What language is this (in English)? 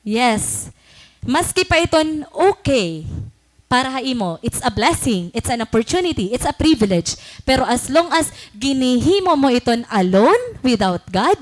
Waray